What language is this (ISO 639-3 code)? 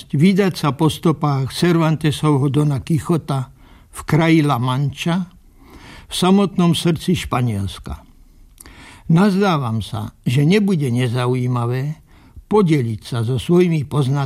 slk